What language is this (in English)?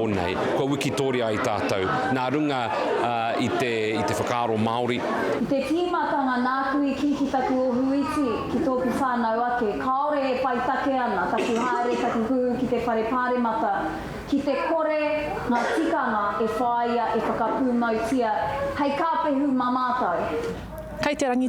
Māori